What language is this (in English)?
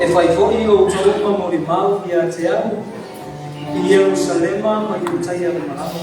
Samoan